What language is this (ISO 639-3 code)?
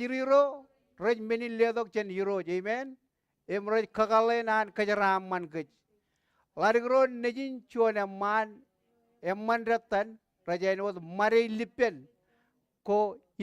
mah